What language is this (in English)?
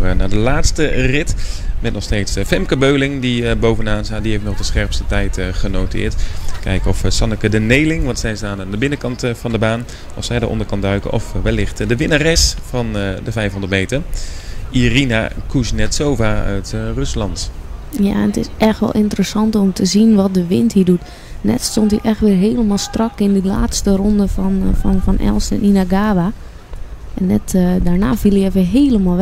Dutch